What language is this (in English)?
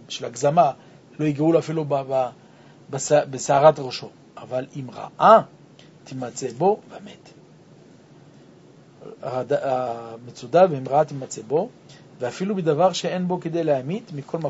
Hebrew